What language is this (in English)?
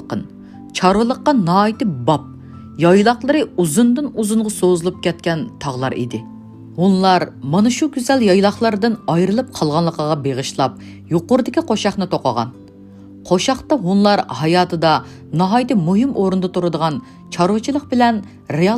Uyghur